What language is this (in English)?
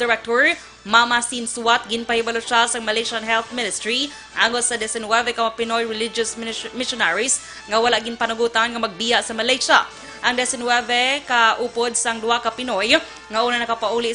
Hiligaynon